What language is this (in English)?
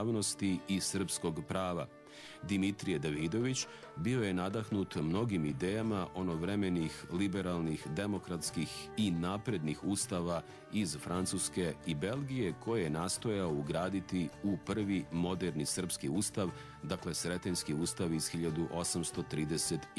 Serbian